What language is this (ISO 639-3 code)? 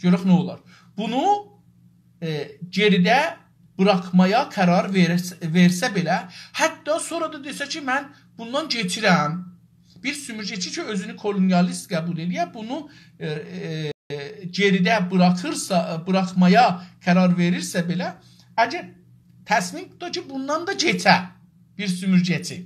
azb